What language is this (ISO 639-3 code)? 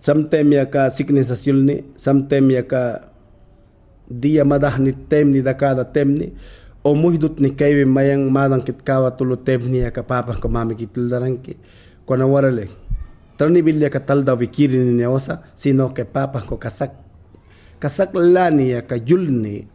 yan